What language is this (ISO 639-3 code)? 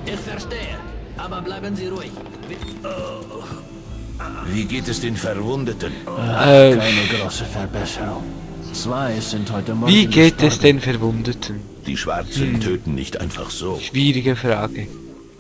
gsw